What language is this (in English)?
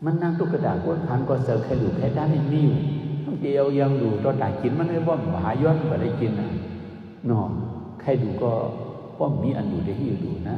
Shan